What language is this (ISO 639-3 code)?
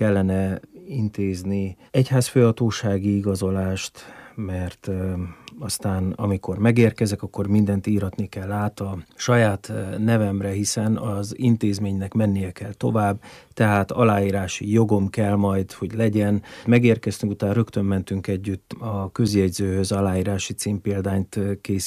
hun